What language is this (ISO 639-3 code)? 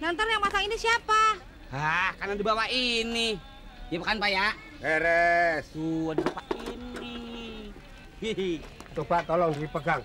bew